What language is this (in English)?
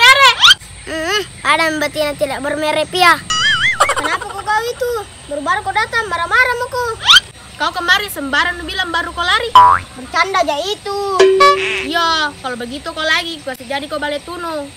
Makassar Malay